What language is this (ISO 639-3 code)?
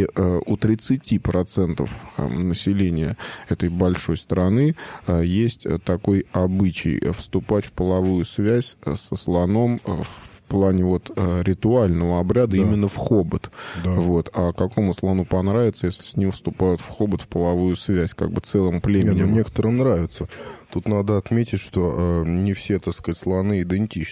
rus